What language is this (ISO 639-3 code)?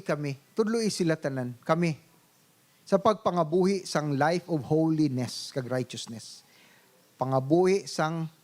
hil